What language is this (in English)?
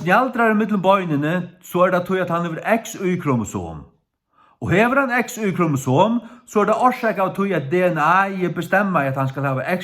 Faroese